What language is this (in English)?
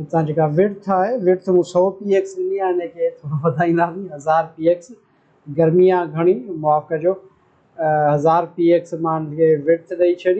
Sindhi